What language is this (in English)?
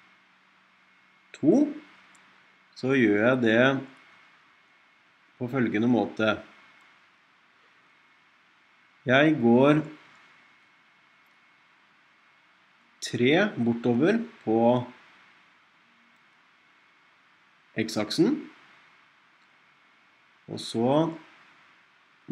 Norwegian